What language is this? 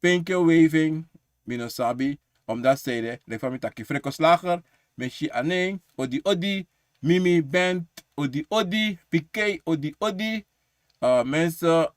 Sranan Tongo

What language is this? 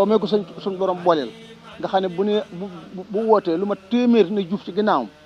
Wolof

